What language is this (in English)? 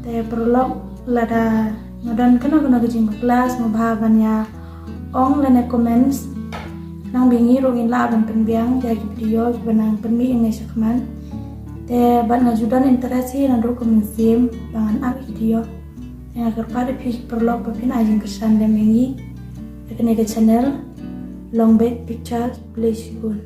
Khasi